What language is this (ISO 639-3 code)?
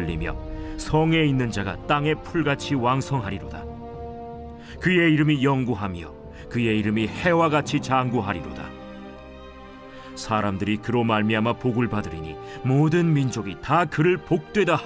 kor